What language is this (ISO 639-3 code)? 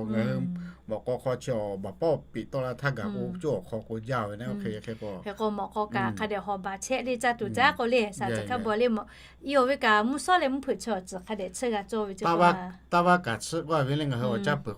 lhu